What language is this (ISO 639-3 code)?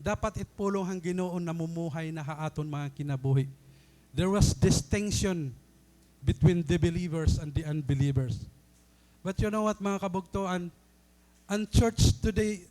war